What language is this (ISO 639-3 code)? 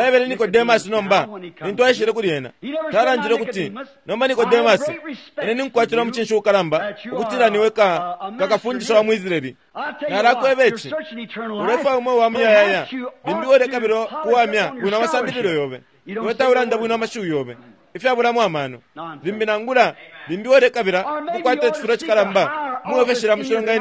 bem